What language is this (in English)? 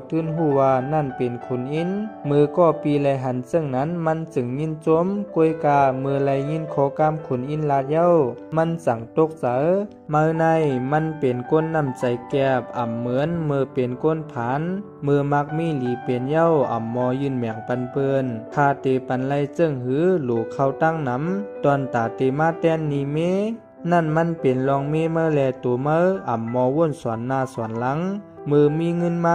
Shan